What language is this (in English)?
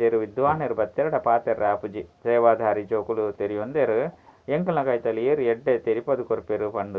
Tulu